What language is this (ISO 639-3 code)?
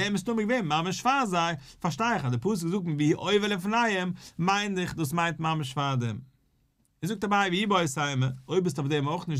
yid